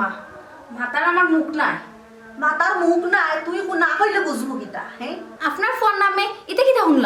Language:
Sylheti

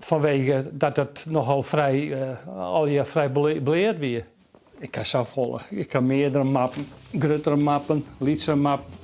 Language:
Western Frisian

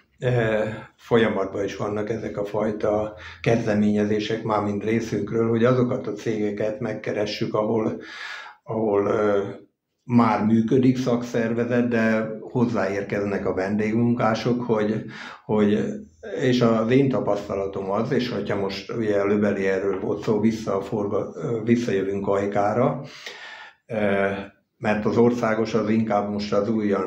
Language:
Hungarian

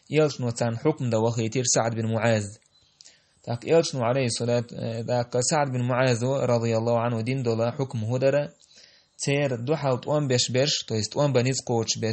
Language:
Chechen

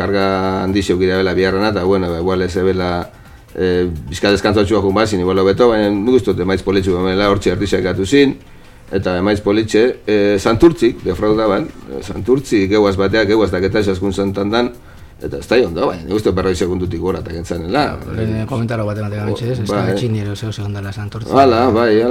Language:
Basque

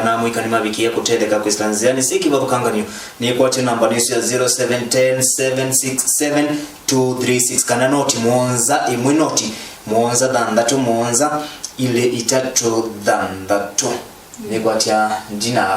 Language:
Kamba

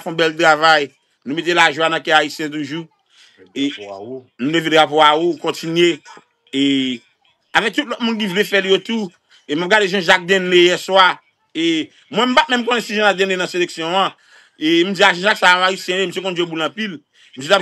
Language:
Haitian Creole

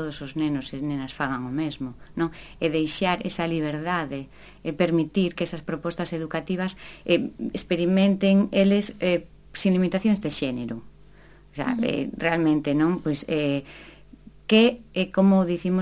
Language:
Galician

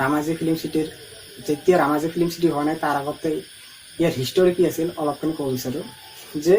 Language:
Assamese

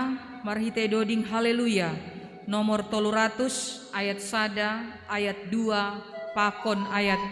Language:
Batak Simalungun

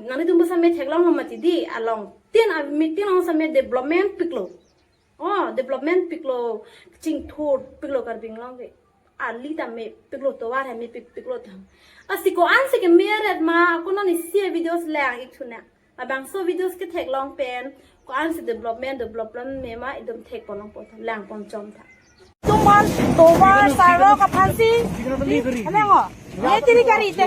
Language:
Karbi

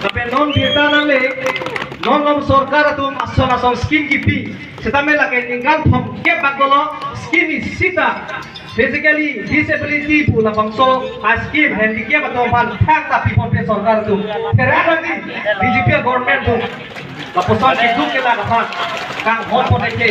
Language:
Karbi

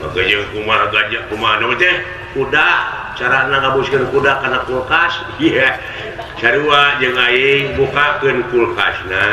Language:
Sundanese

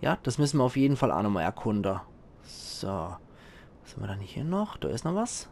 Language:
Palatine German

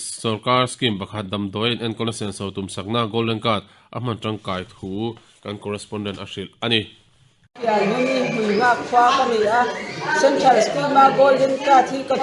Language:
Mizo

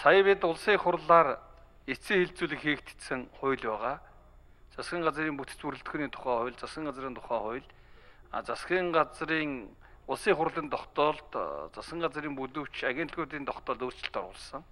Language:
Mongolian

